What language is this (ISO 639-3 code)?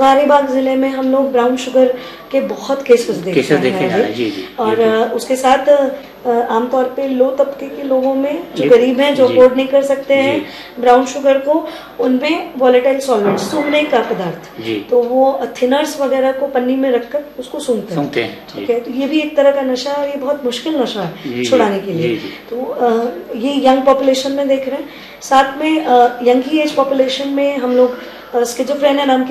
hin